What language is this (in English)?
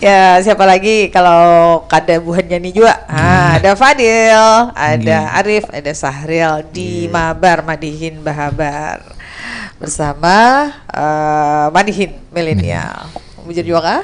Banjar